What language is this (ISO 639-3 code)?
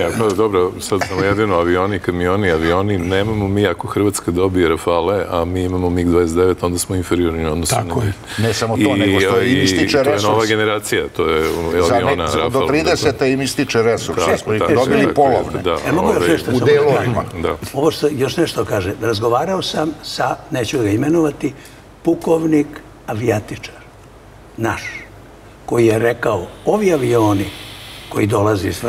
srp